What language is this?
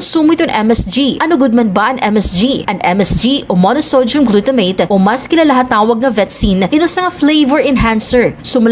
Waray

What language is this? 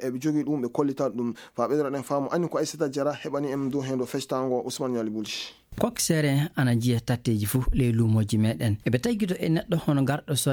Maasina Fulfulde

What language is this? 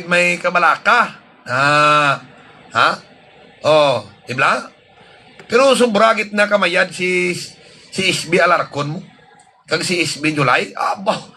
Hiligaynon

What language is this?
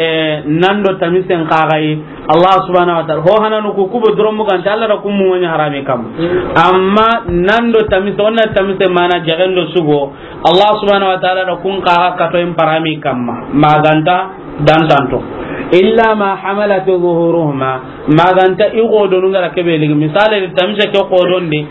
Soninke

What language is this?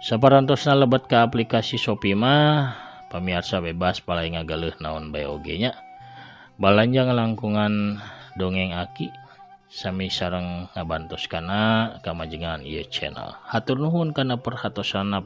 Sundanese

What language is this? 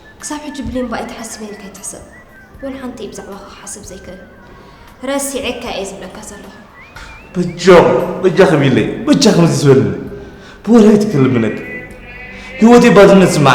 Tigrinya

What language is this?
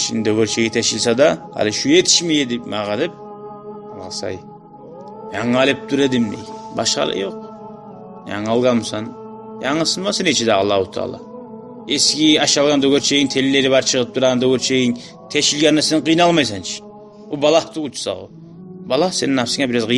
Kumyk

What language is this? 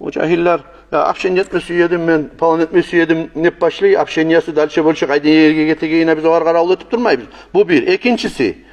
Kumyk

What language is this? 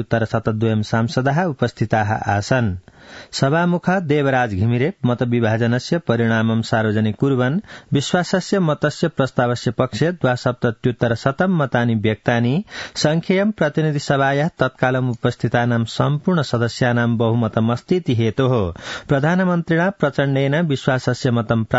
Sanskrit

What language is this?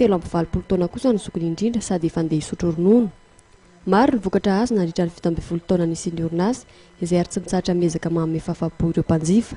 Malagasy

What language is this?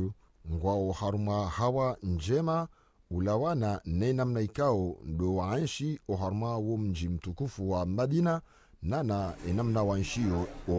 Ngazidja Comorian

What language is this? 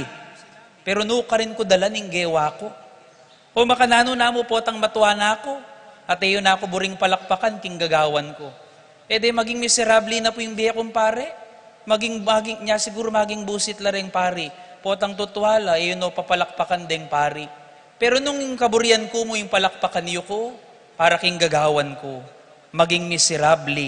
Pampanga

